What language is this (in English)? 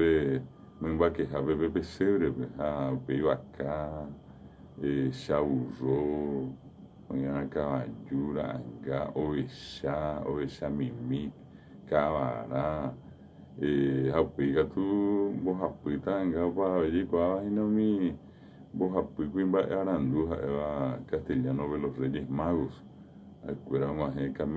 Guarani